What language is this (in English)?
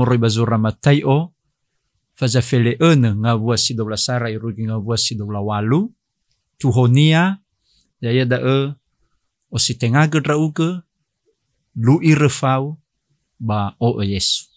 Nias